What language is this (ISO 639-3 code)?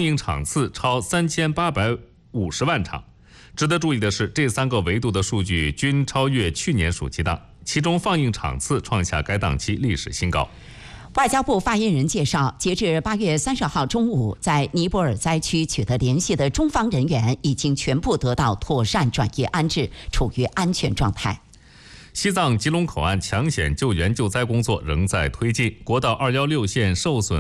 zho